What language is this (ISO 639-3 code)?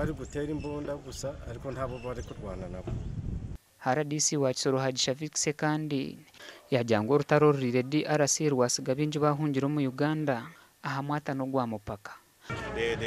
nyn